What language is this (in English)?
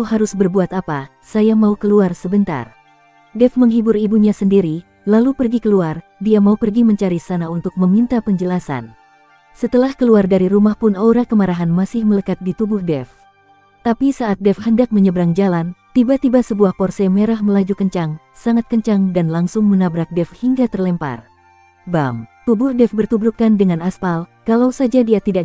Indonesian